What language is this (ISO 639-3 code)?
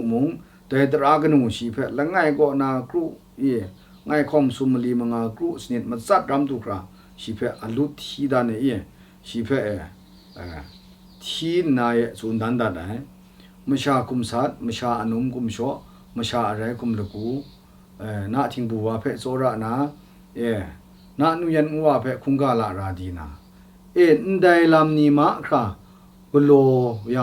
kac